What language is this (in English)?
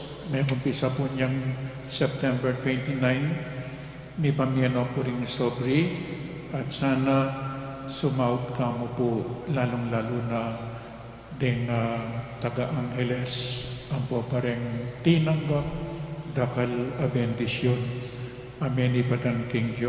Pampanga